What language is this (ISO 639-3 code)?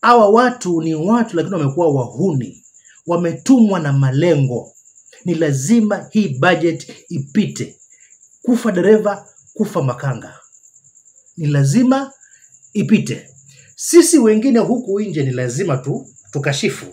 swa